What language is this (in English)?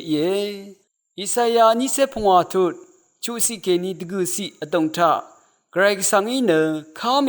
Rawang